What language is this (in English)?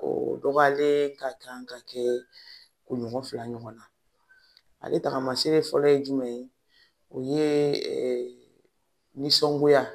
Bambara